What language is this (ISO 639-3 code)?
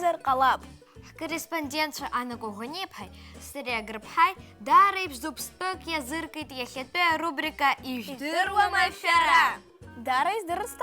abk